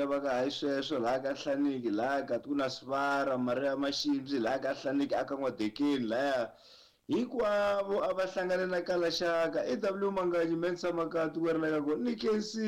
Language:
Tsonga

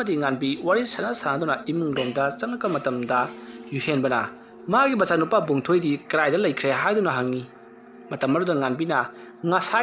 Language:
Manipuri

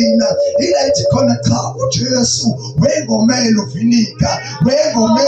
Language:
Zulu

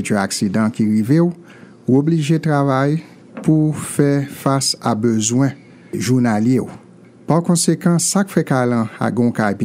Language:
Haitian Creole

